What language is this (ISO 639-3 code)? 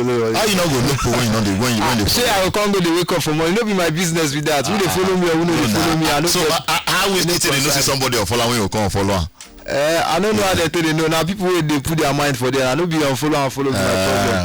pcm